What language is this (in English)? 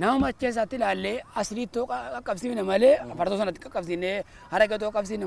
Oromo